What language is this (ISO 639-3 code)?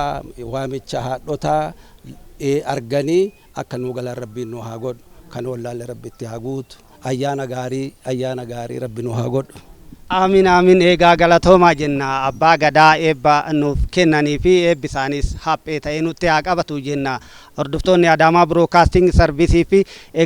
orm